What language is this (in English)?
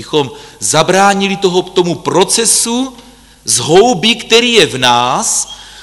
Czech